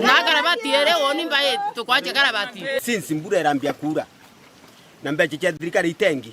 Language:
Meru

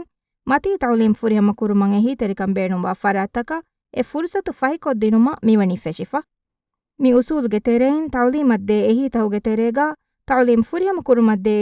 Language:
Divehi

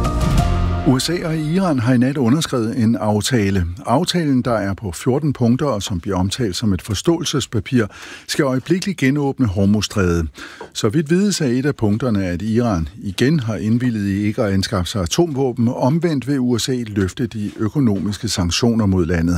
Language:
Danish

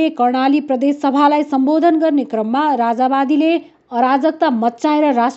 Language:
Nepali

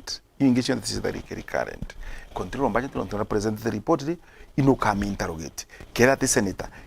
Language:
Meru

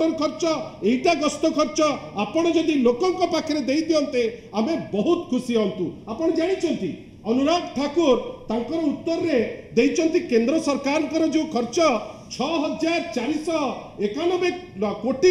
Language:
Odia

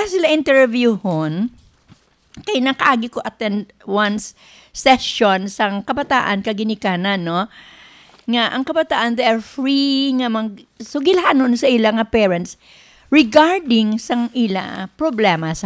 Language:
Hiligaynon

